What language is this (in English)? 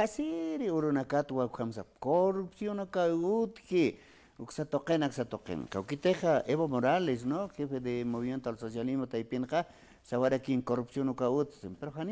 Aymara